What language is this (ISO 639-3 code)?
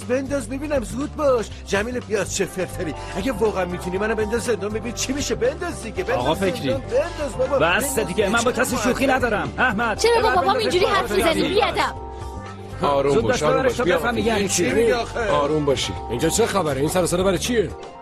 fas